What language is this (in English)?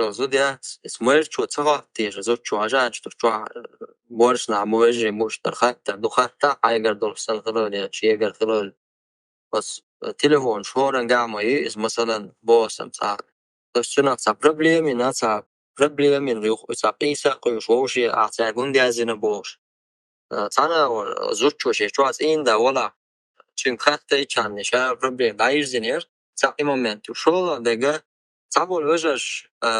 Chechen